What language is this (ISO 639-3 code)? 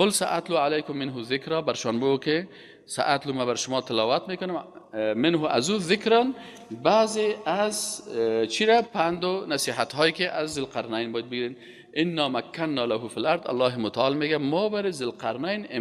fas